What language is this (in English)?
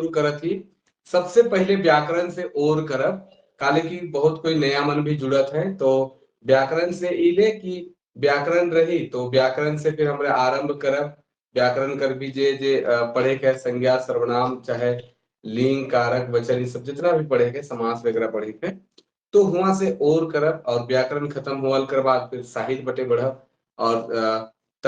Sadri